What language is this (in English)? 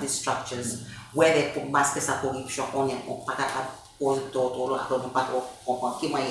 Seselwa Creole French